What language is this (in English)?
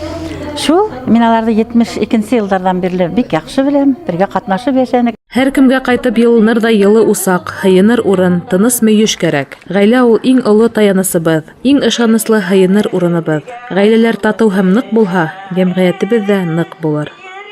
Bashkir